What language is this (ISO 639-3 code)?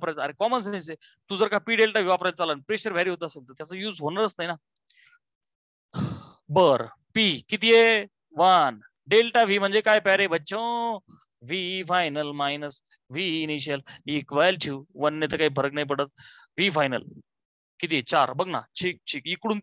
mar